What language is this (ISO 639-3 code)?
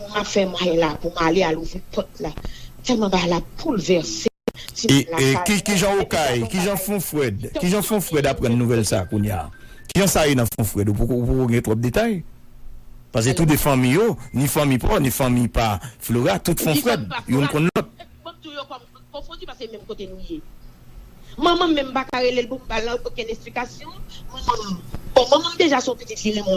hat